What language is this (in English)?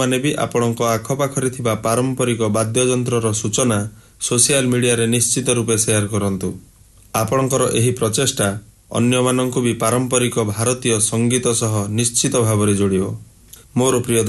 Odia